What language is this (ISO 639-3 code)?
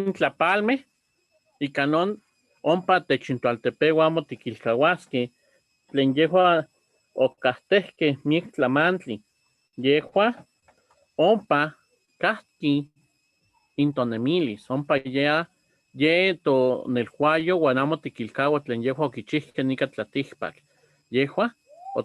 nhe